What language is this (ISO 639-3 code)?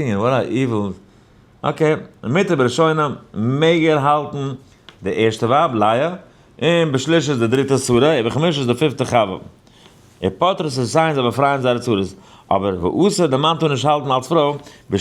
yid